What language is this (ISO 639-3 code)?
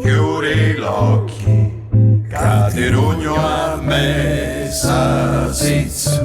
nap